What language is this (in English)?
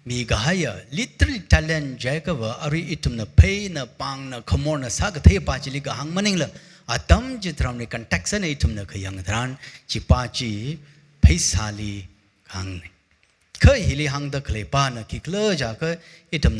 Tangkhul Naga (India)